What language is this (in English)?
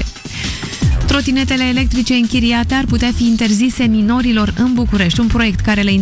Romanian